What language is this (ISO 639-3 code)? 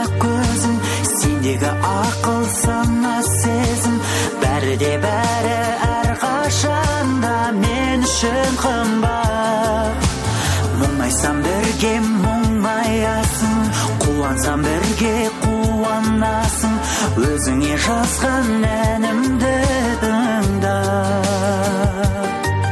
kaz